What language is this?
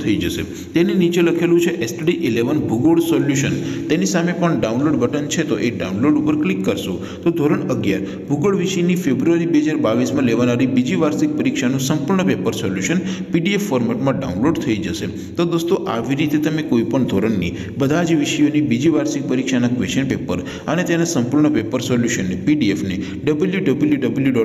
Gujarati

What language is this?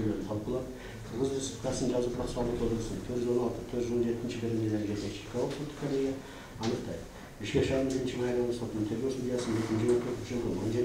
Kyrgyz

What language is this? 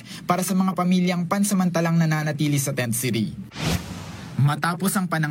Filipino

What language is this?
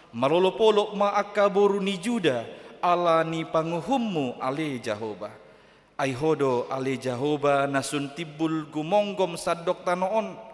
Batak Toba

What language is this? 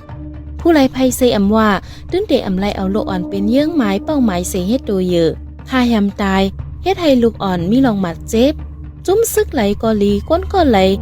Shan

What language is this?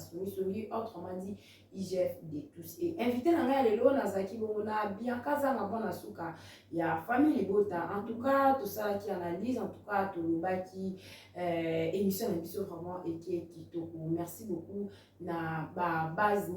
Lingala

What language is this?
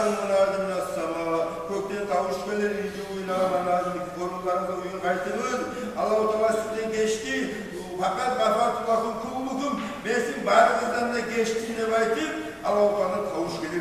Kumyk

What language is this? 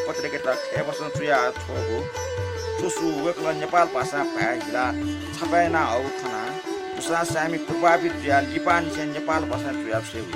Newari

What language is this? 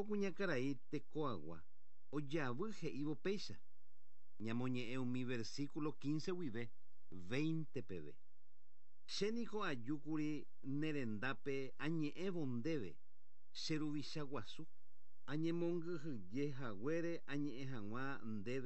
Guarani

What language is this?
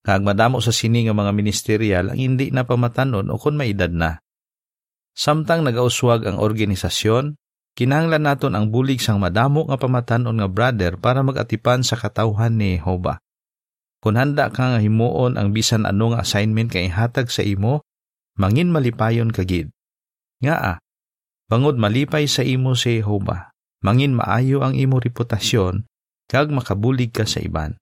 Hiligaynon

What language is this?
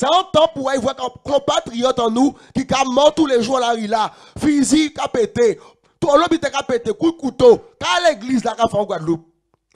Guadeloupean Creole French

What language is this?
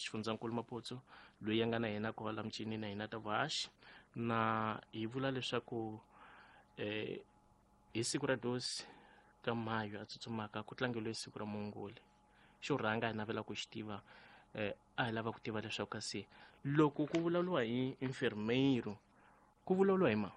Tsonga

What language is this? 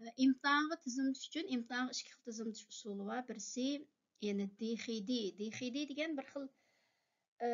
Uyghur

